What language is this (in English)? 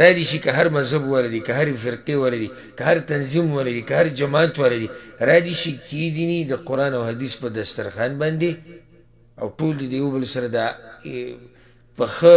Pashto